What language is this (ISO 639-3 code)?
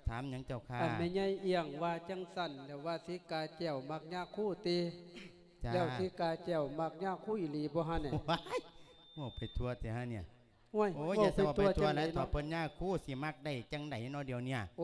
lao